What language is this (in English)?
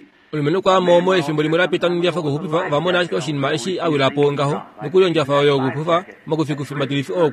Kuanyama